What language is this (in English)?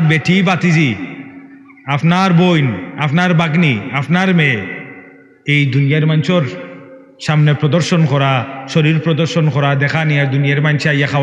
Sylheti